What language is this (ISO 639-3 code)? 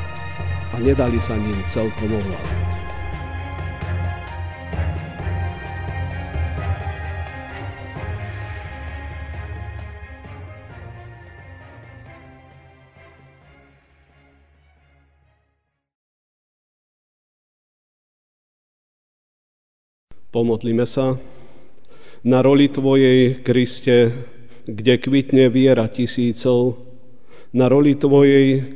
slk